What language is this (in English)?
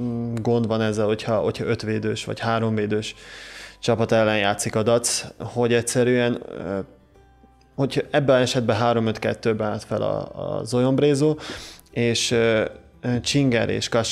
Hungarian